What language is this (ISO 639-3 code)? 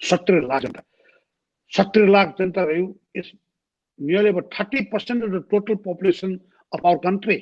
new